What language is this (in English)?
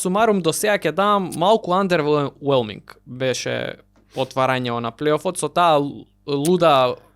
Macedonian